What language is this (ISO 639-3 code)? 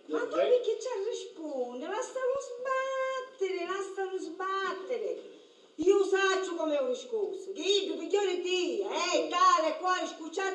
scn